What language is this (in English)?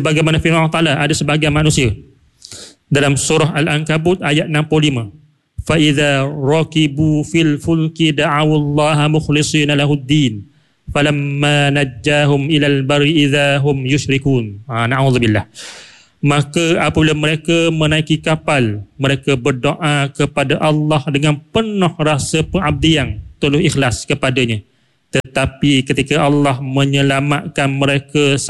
Malay